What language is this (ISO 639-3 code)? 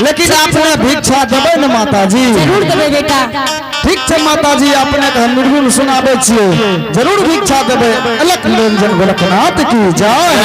anp